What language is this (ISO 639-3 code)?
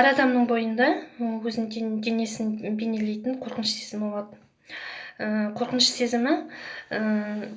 kaz